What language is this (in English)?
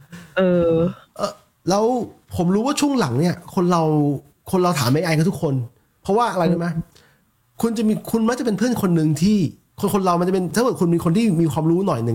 Thai